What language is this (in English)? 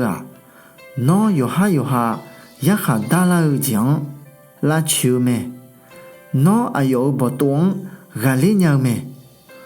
Akha